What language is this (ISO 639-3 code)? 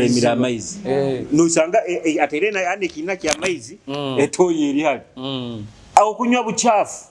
nyo